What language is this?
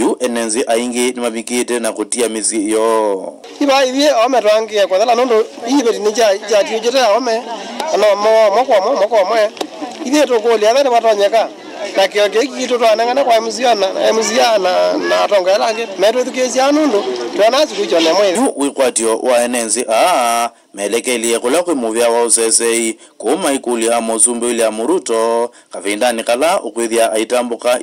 Kamba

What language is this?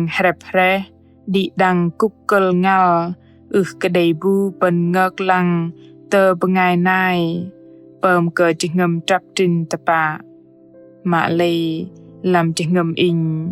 Bahnar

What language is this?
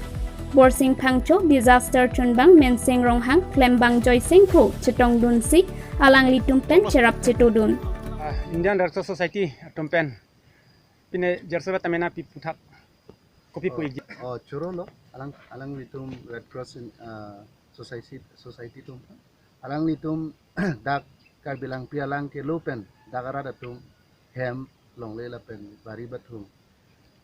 Karbi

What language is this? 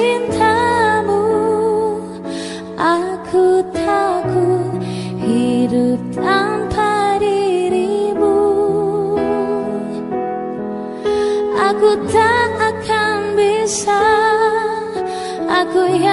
Indonesian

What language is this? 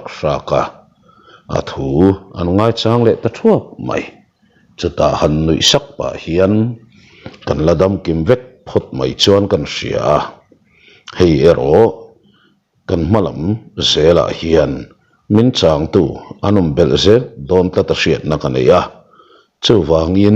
Mizo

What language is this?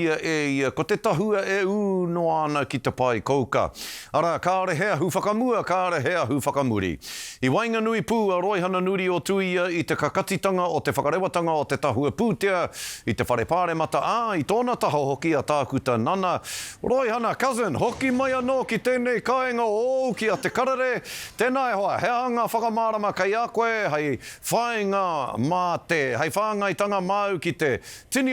Māori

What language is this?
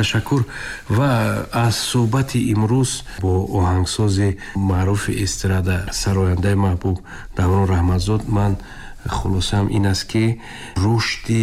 Tajik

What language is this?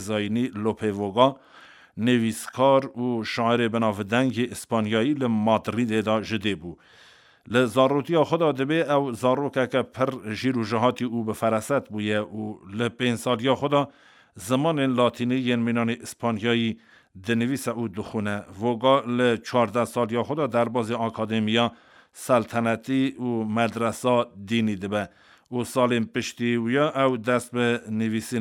Kurdish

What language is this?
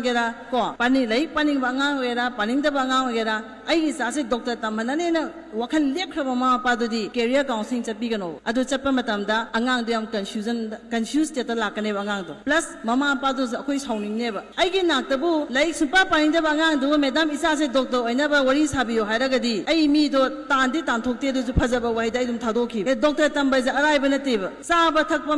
Manipuri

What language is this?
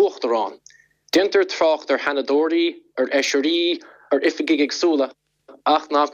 Irish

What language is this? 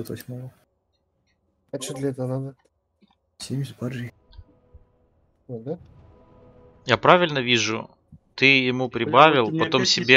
Russian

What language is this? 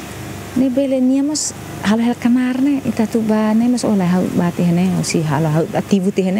Tetum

